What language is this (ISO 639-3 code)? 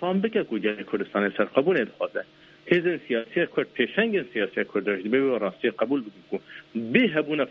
kur